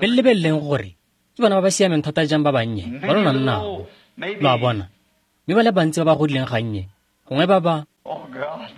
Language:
Tswana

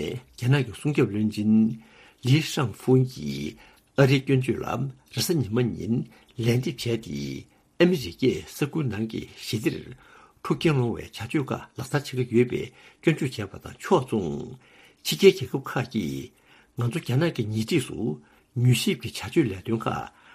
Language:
Tibetan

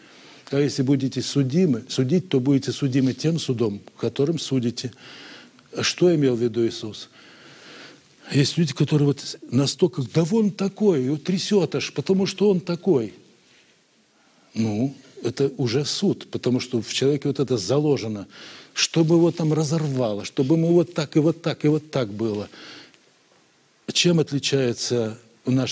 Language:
Russian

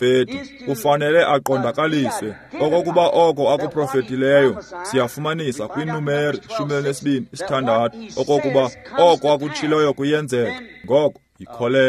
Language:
Xhosa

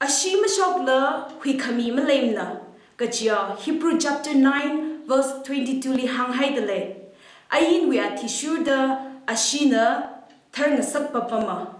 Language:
Tangkhul Naga (India)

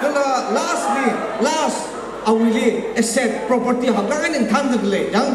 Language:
Tangkhul Naga (India)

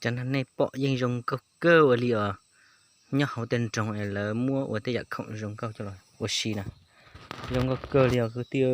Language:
Hmong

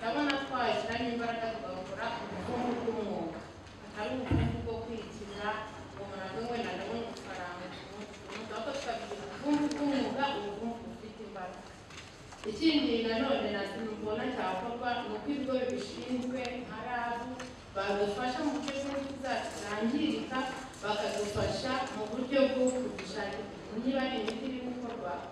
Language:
Kinyarwanda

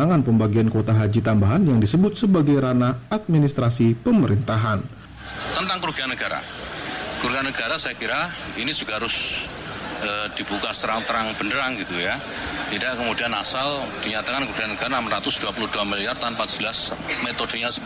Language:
Indonesian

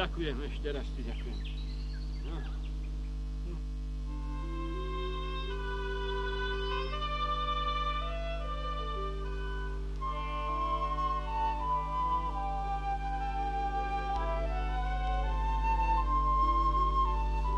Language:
Slovak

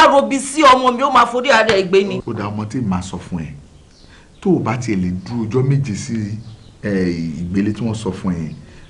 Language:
Yoruba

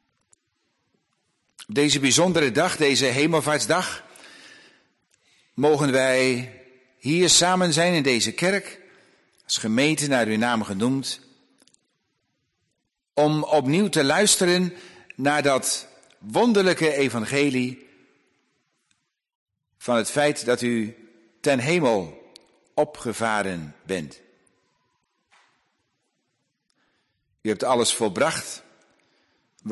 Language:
Dutch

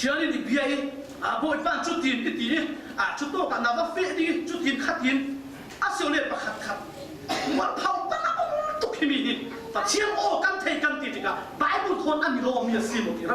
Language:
Falam Chin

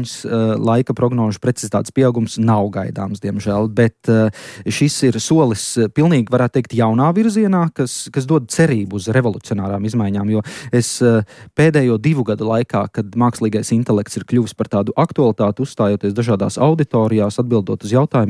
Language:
Latvian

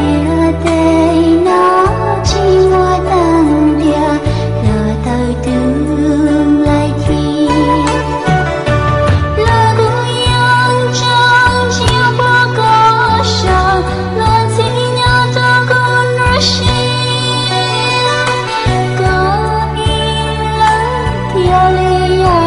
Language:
Vietnamese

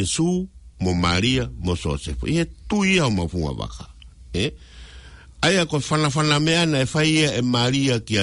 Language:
Tongan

